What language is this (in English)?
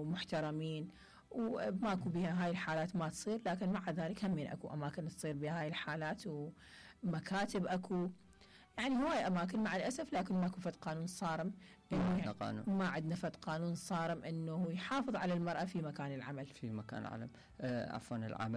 Mesopotamian Arabic